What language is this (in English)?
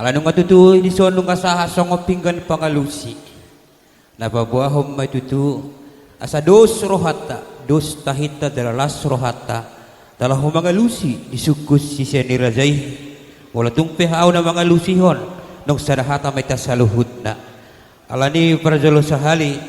Batak Toba